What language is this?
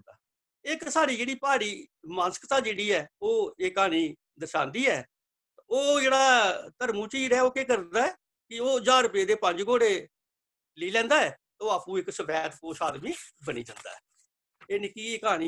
Dogri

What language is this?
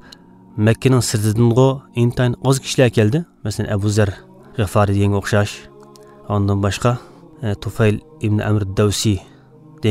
Uyghur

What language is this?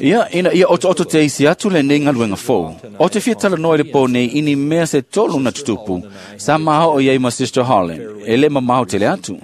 Samoan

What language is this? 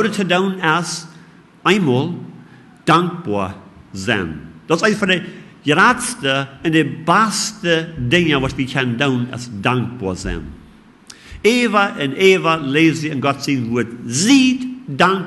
Plautdietsch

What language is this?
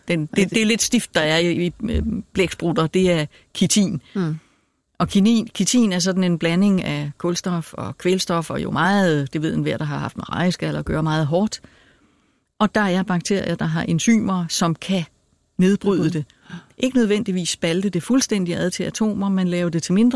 Danish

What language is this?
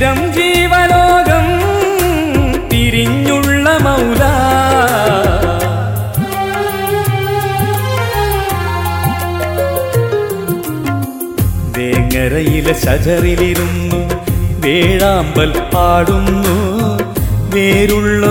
Malayalam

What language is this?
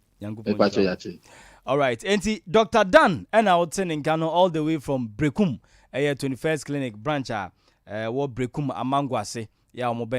Akan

